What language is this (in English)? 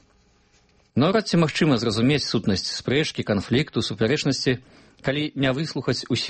Belarusian